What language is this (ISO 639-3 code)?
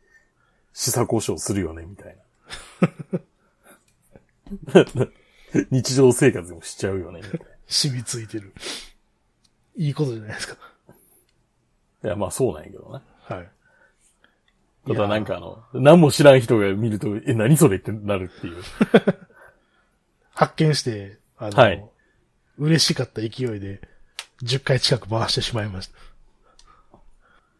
jpn